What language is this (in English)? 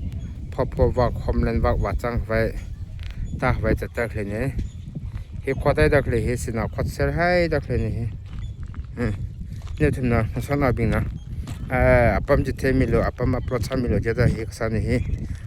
Tangkhul Naga (India)